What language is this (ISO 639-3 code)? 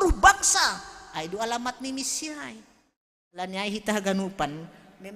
bts